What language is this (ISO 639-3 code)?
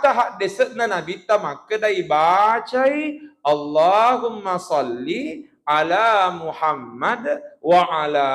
bug